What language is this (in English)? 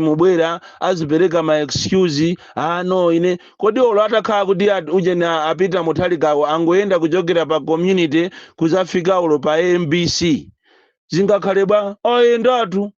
Nyanja